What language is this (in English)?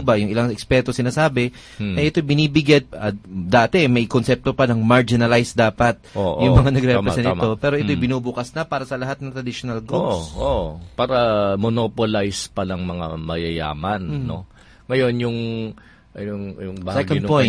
Filipino